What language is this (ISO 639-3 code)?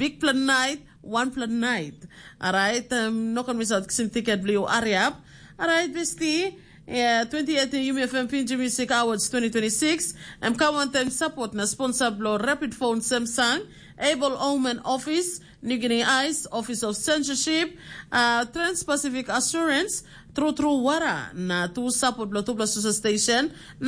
tpi